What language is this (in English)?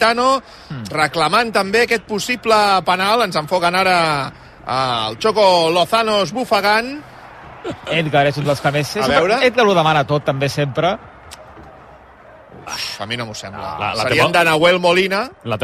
Catalan